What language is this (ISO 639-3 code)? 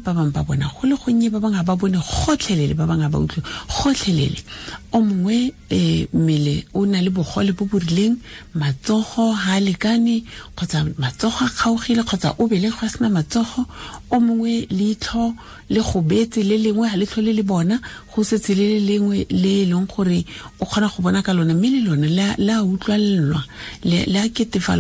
tsn